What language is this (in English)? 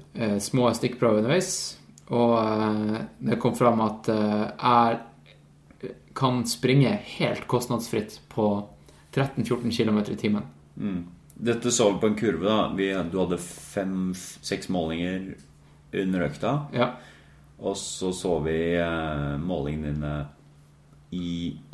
Norwegian